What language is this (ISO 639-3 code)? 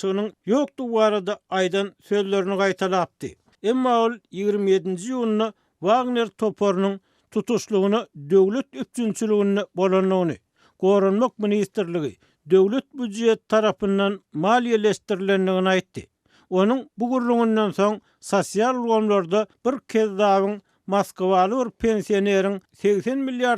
tuk